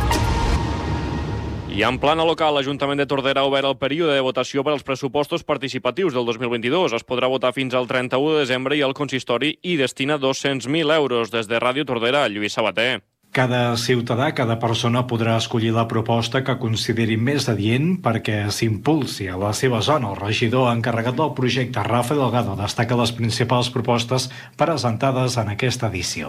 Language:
Catalan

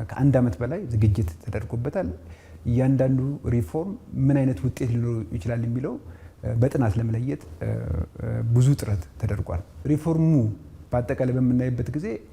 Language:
Amharic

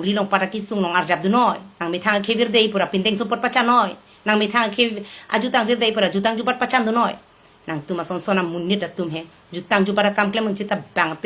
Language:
Karbi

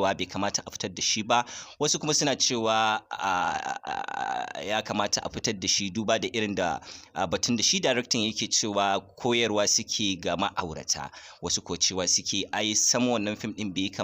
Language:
Hausa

